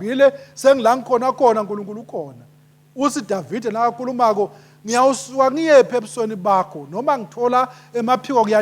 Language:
Swati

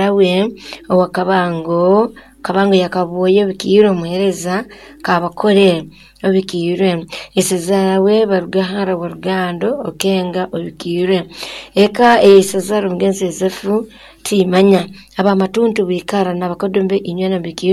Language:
Nyoro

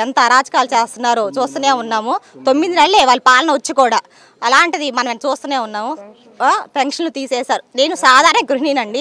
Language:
Telugu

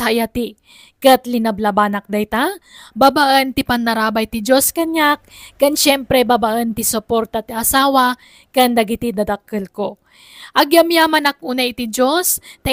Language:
Iloko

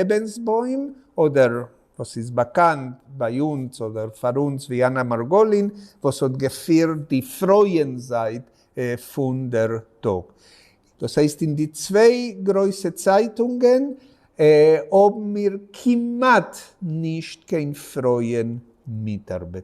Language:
Yiddish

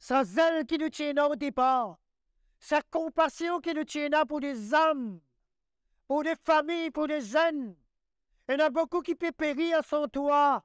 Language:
Morisyen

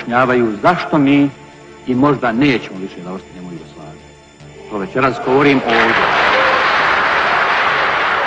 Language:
Bosnian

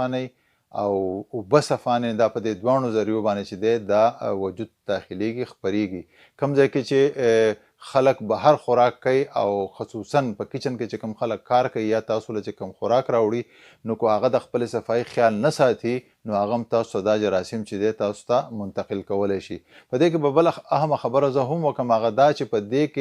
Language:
Pashto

